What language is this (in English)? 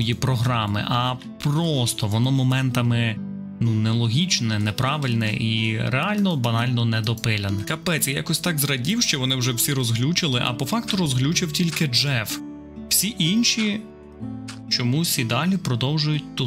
Ukrainian